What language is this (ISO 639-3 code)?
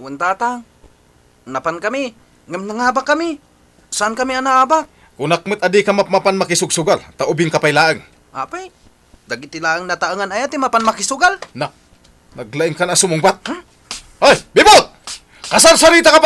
ilo